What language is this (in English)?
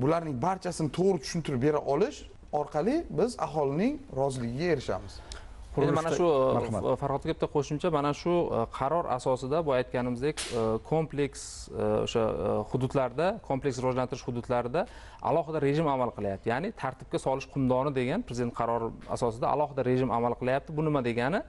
Uzbek